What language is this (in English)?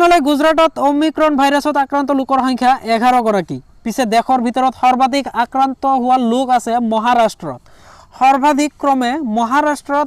Assamese